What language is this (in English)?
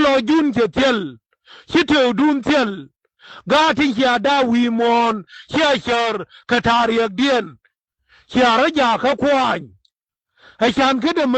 Nuer